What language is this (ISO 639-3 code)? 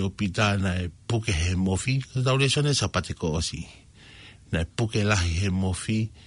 ton